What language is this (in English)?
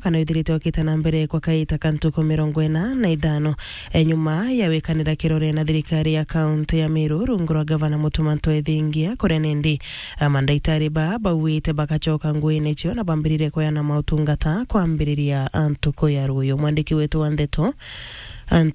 Meru